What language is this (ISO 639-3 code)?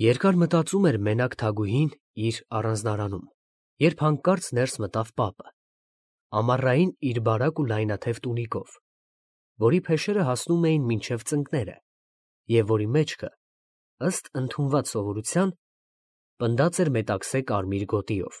hye